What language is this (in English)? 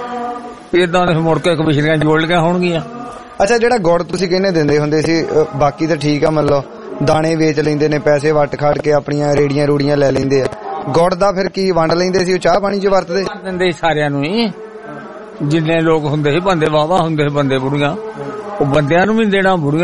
Punjabi